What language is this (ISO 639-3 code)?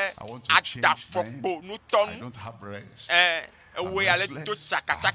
ewe